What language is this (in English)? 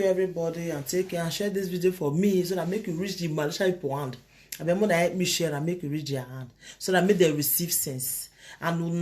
Nigerian Pidgin